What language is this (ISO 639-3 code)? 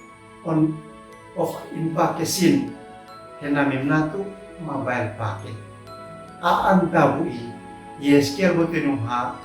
aoz